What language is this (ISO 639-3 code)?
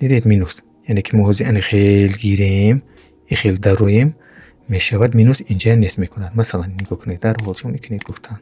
tgk